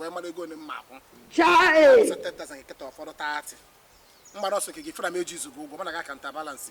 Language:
Igbo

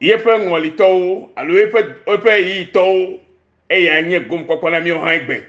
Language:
Ewe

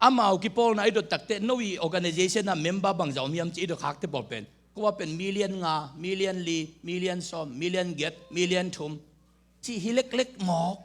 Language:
Tedim Chin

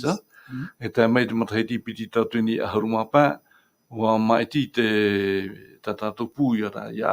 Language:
Tahitian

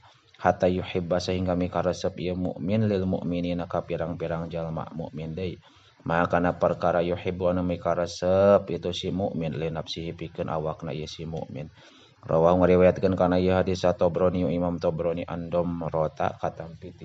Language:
Sundanese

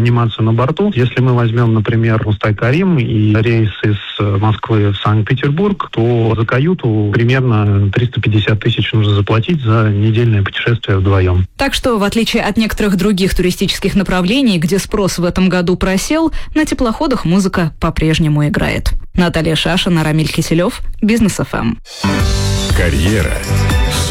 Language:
Russian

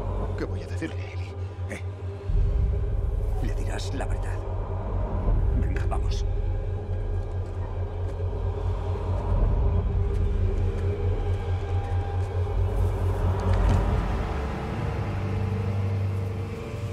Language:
Spanish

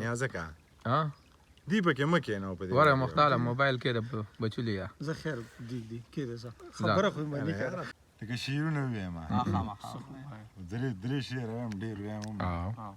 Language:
Pashto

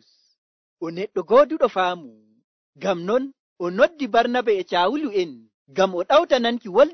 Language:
Nigerian Fulfulde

